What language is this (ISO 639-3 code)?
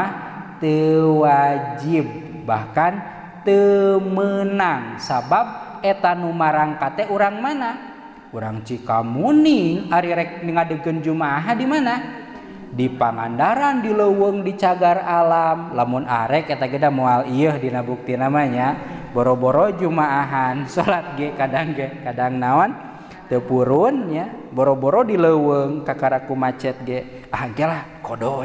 sun